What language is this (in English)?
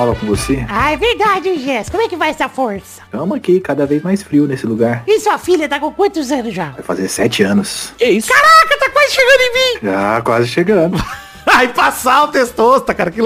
Portuguese